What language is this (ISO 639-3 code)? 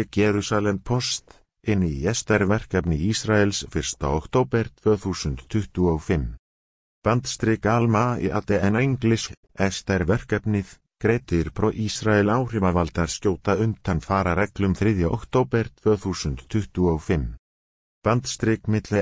isl